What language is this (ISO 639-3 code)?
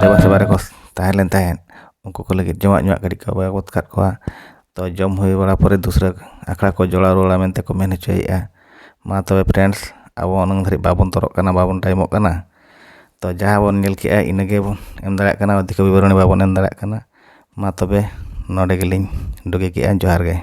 sat